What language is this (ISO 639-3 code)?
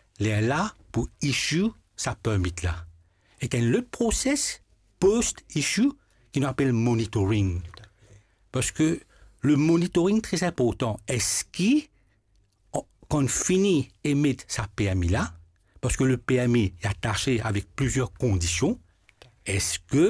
mfe